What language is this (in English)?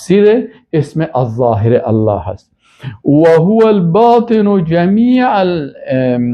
Persian